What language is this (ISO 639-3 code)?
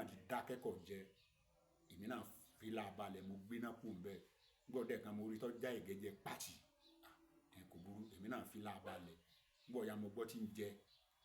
yor